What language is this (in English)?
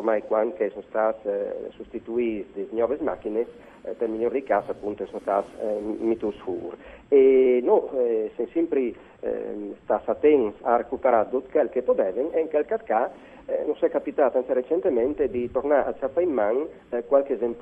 Friulian